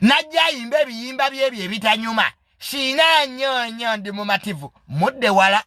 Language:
Ganda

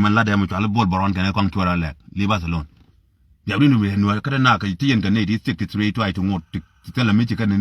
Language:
Nuer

